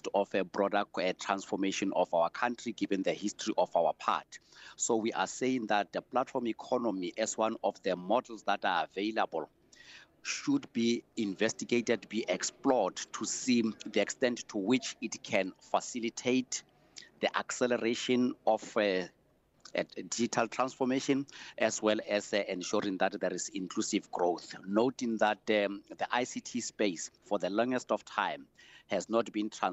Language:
English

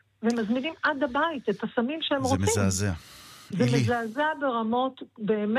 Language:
Hebrew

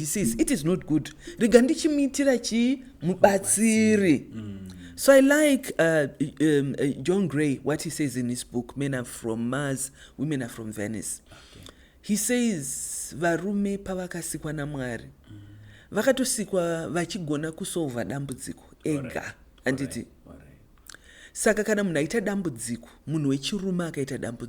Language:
Shona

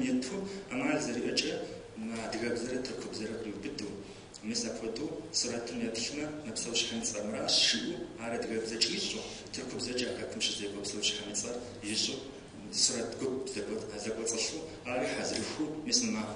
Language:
Kabardian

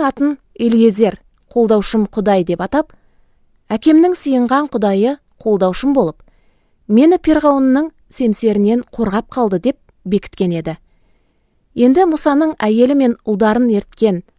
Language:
Kazakh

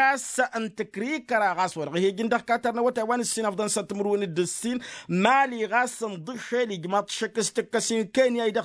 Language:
Tamasheq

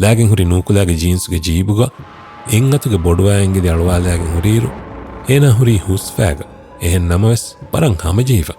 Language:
Divehi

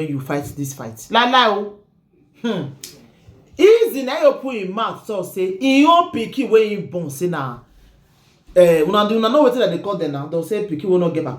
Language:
Nigerian Pidgin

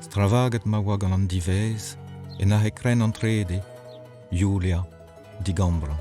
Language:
Breton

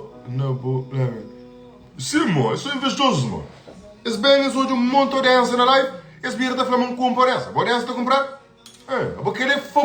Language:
Kabuverdianu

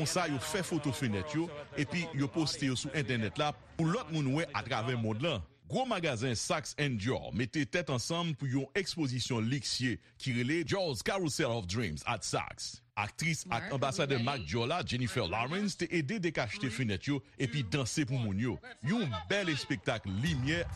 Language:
Haitian Creole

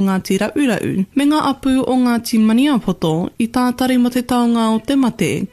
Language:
Māori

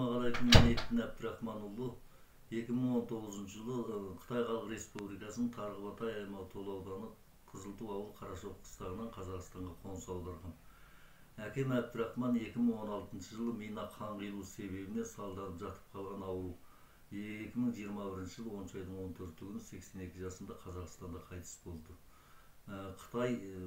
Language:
Kyrgyz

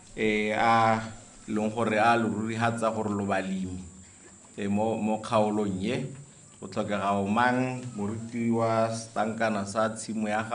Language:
Tswana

